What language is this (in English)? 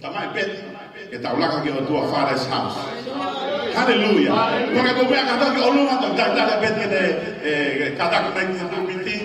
Tongan